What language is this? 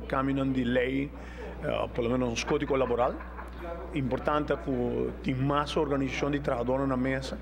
Papiamento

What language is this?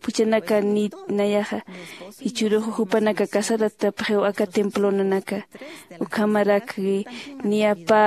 Aymara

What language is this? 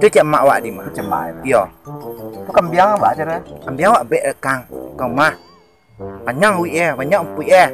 Minangkabau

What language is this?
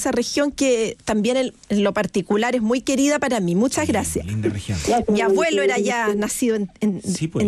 Spanish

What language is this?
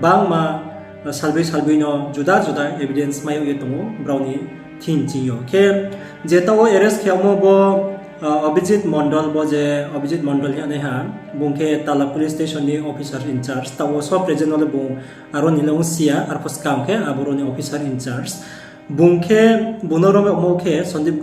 Riang (India)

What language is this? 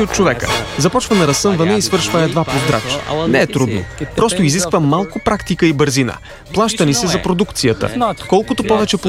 Bulgarian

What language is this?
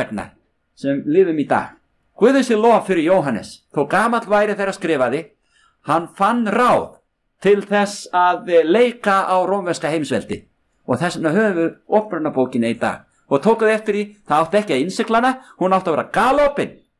Icelandic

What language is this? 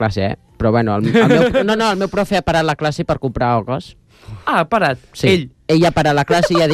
Catalan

